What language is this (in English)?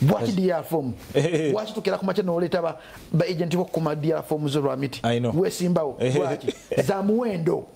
Ganda